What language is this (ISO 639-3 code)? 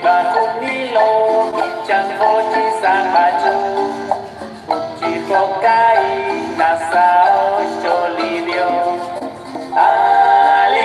kek